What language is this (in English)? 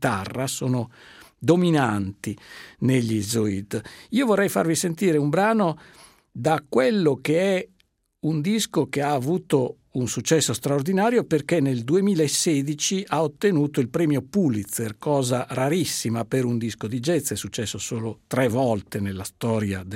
Italian